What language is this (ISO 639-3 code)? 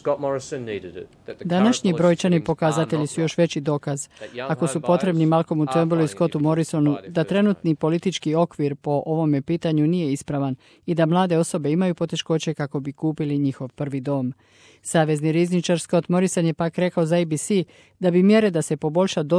hrv